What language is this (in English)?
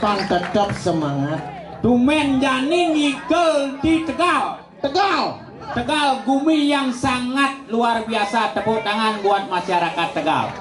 Balinese